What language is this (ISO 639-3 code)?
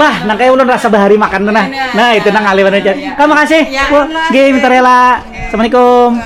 bjn